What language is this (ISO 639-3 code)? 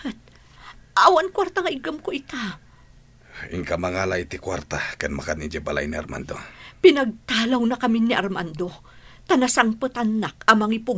ilo